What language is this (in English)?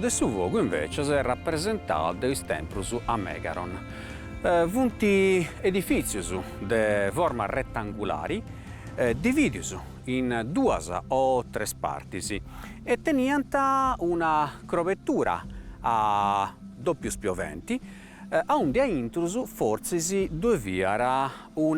Sardinian